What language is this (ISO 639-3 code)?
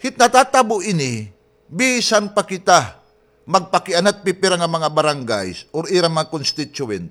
war